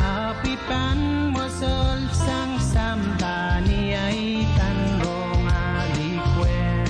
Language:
Pohnpeian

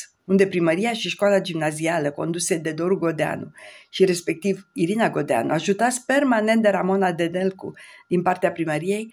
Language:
Romanian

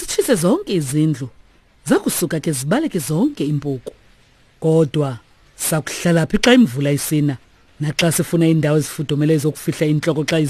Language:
Xhosa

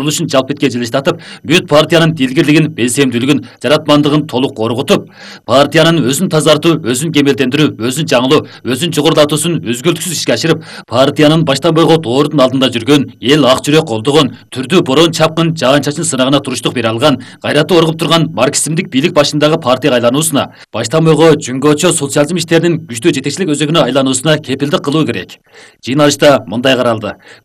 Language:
Kyrgyz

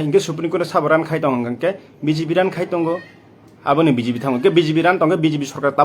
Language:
Kok Borok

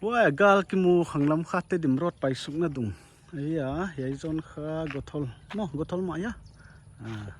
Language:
Paite Chin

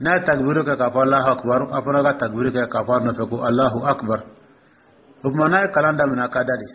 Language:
Dyula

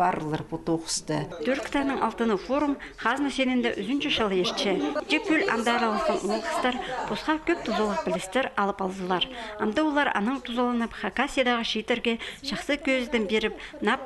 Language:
Khakas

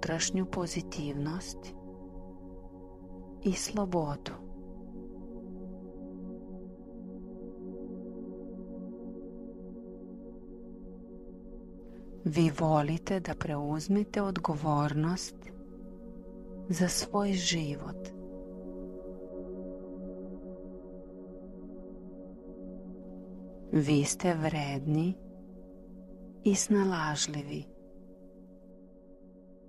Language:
Serbian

